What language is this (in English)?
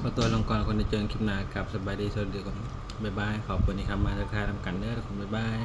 Northeastern Thai